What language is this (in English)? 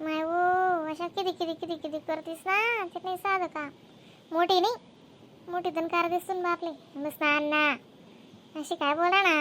Khandesi